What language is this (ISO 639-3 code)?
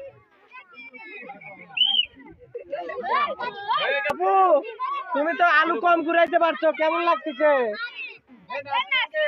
ben